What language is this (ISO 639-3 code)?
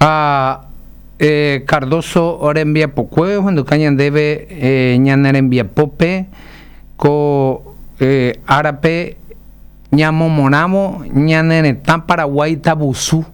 grn